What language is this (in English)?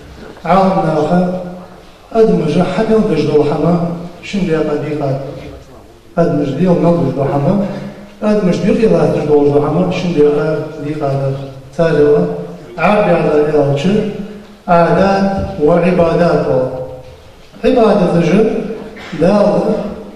Ingush